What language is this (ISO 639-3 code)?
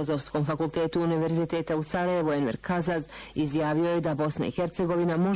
bos